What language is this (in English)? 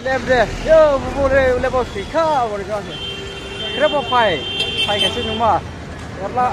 Dimasa